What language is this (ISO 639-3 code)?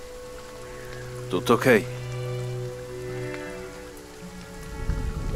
ita